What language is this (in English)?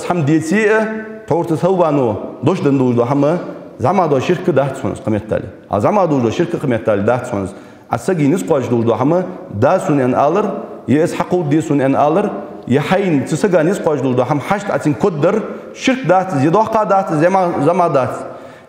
Ingush